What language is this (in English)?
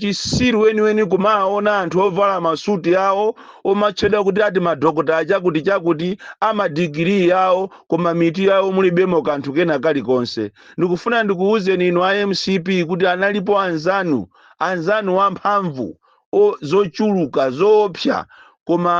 Nyanja